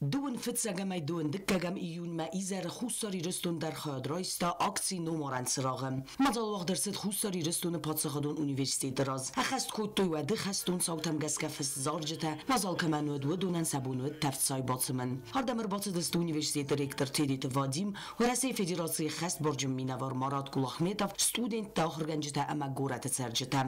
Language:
Ossetic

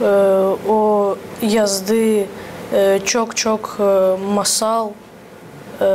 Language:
Gagauz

